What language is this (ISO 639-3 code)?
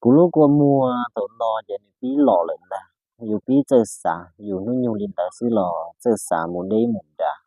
hmn